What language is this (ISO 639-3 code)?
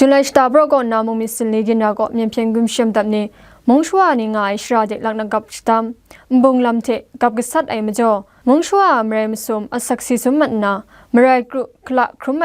kac